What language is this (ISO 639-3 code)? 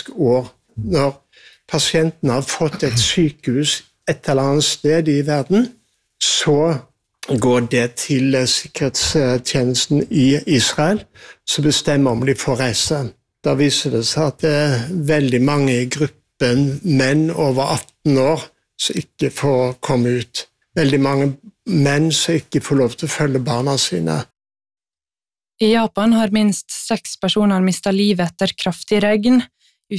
nor